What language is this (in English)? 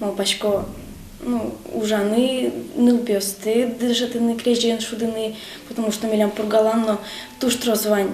Udmurt